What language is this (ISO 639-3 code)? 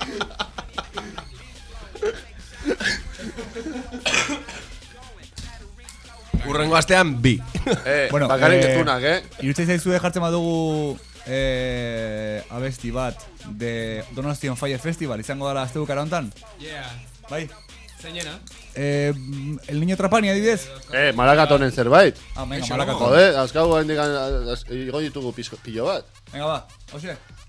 eus